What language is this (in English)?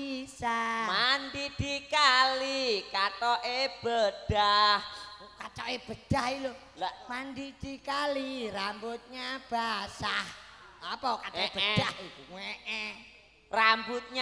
Javanese